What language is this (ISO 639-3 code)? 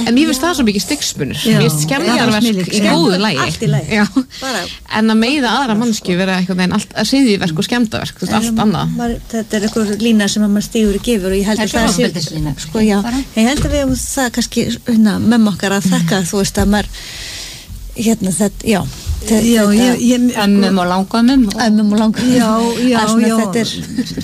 isl